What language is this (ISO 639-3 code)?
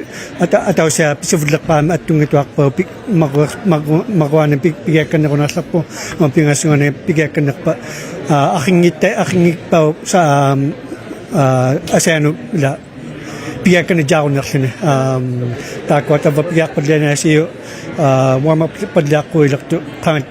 iku